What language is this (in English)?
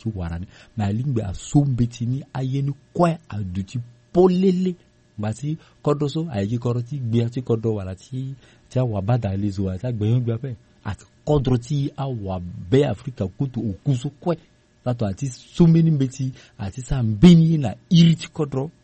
Sango